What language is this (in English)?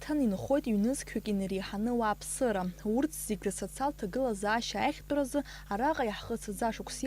Abkhazian